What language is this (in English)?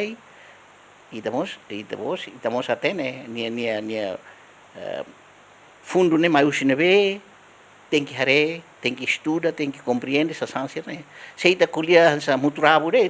Tetum